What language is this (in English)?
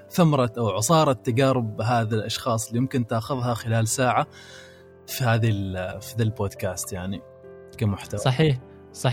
Gulf Arabic